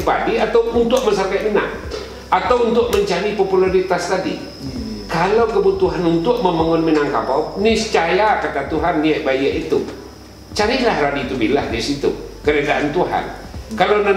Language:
Minangkabau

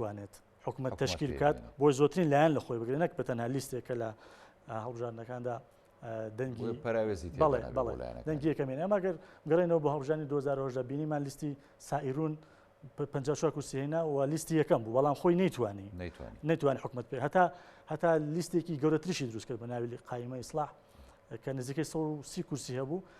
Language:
Central Kurdish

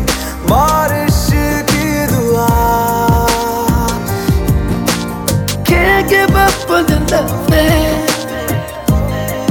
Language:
Hindi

